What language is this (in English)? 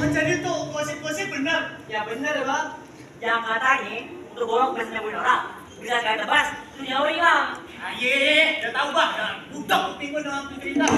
Betawi